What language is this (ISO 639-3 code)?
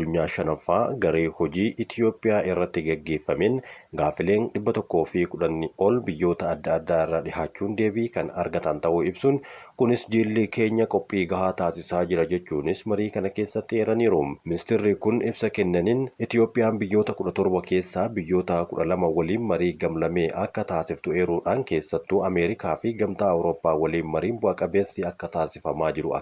orm